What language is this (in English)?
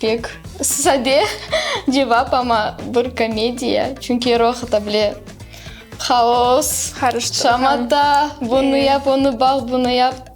Crimean Tatar